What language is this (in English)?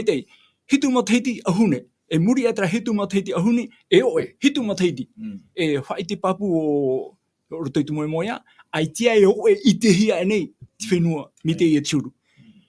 Tahitian